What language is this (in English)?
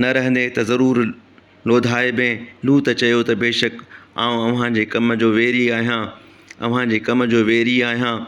Sindhi